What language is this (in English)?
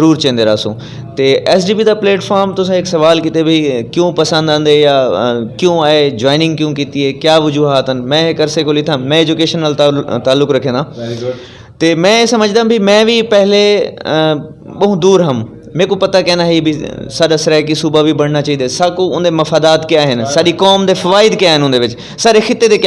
Saraiki